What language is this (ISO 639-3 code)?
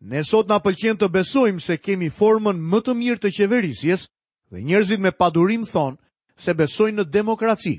sqi